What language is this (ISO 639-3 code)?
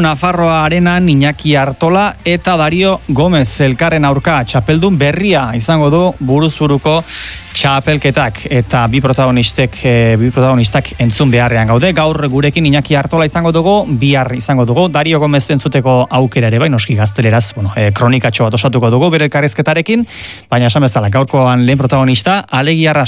eus